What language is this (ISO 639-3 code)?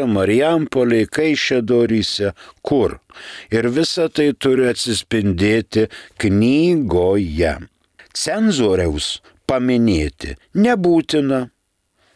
lit